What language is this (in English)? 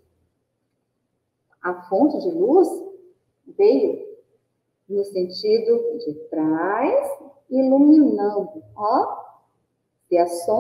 Portuguese